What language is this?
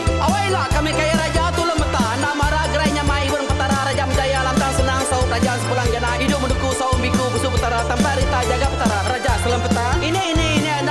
Iban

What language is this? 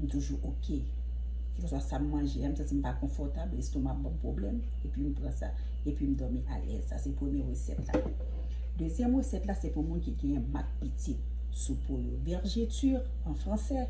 Haitian Creole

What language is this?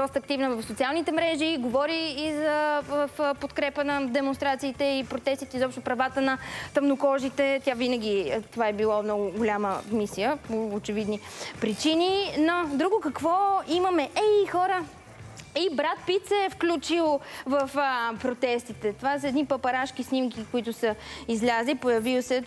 Bulgarian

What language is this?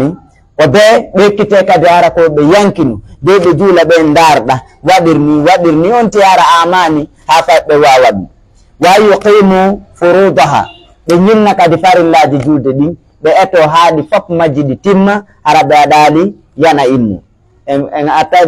Fula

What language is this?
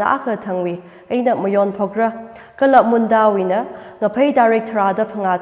Tangkhul Naga (India)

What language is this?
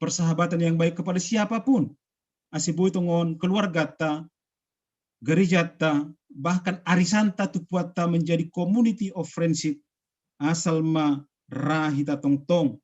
Batak Simalungun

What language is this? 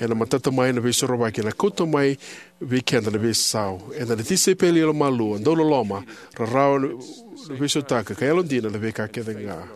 Fijian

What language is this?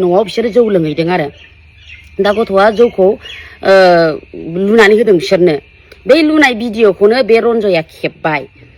Bodo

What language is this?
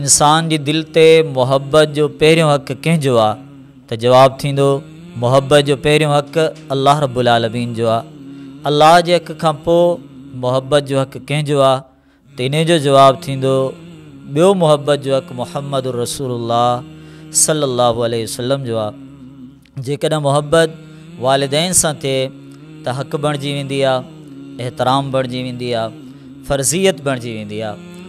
Sindhi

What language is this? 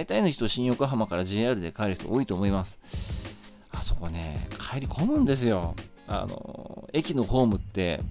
Japanese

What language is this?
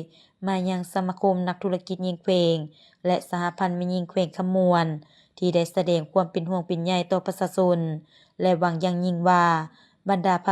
Lao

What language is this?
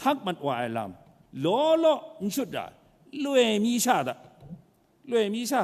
Kachin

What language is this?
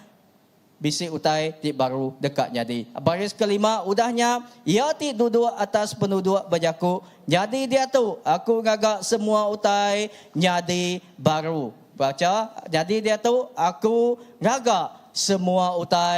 Iban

